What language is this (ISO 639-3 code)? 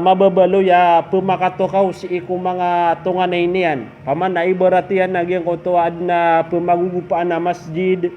mrw